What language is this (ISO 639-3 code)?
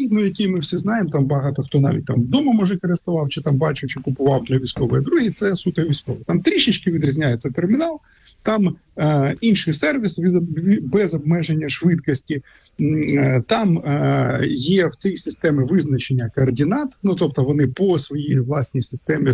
ukr